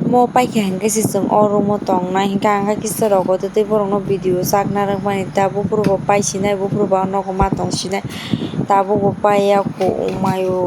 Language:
Kok Borok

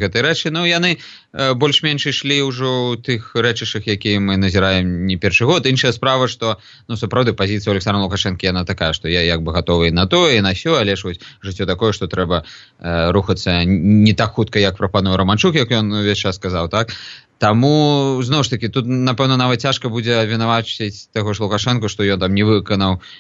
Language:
Belarusian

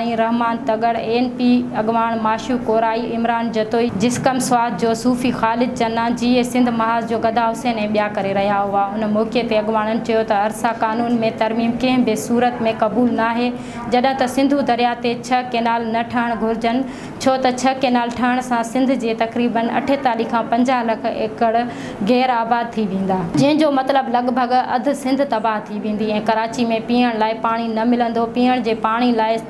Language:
Sindhi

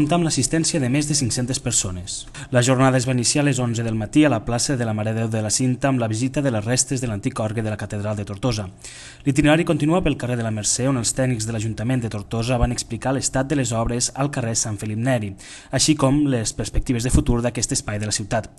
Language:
Catalan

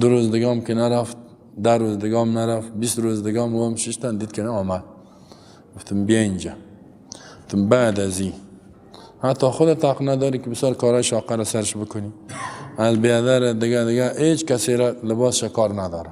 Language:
Persian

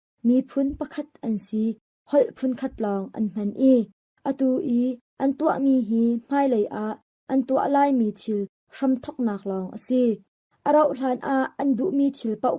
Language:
Hakha Chin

